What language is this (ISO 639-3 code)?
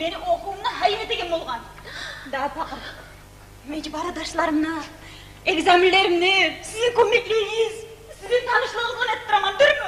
kum